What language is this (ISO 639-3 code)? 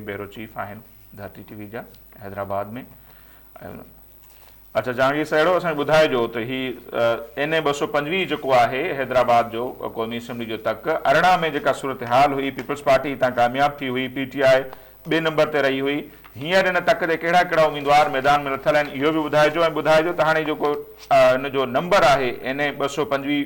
snd